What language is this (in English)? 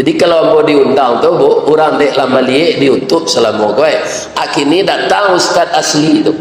Minangkabau